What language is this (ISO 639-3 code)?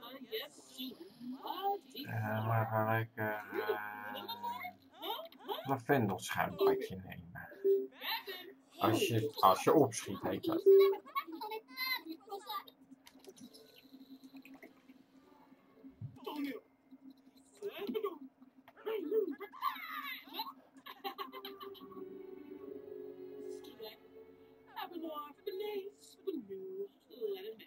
nld